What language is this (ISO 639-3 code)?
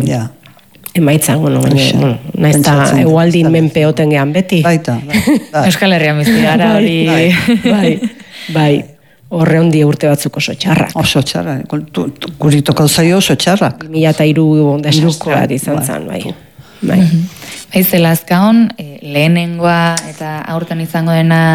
eus